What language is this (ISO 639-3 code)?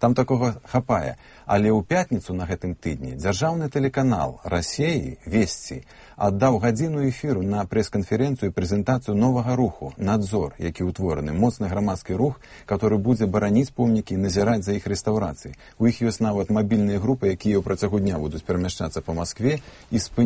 bel